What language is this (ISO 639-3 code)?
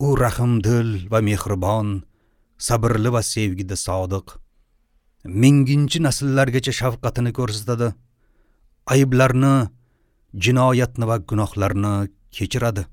uzb